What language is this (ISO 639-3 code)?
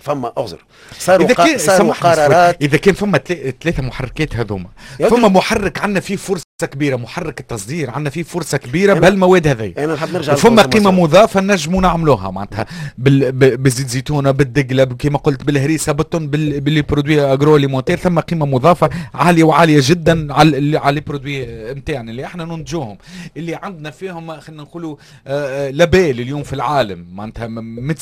aeb